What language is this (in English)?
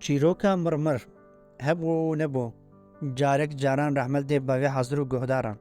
Kurdish